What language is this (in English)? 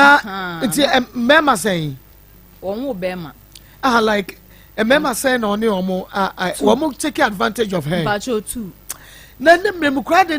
Akan